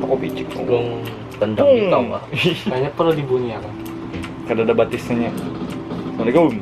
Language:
Banjar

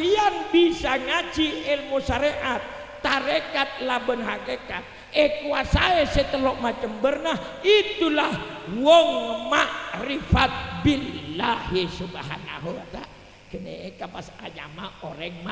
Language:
Madurese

